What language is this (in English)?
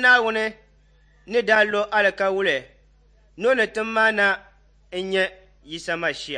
Dagbani